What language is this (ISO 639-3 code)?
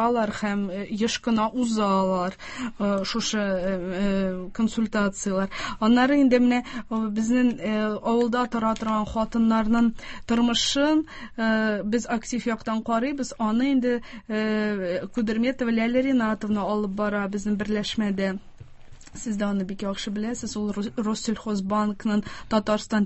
tat